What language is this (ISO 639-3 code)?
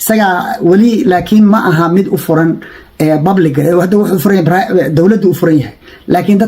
som